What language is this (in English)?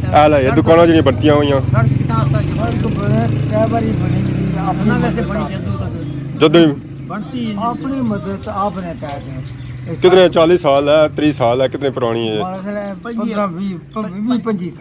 Pahari-Potwari